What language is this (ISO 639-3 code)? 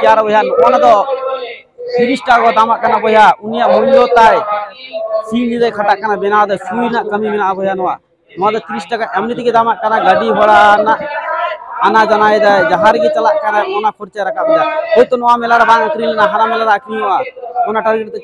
sat